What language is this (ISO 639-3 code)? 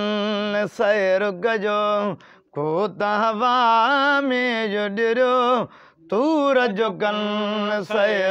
snd